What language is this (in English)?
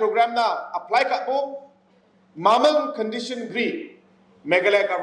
Garo